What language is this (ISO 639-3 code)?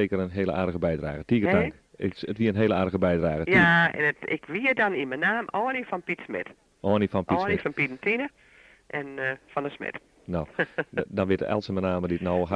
fry